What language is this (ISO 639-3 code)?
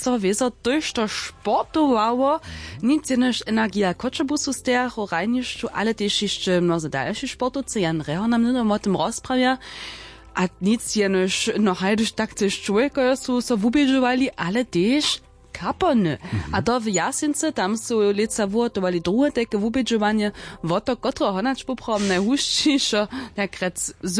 hsb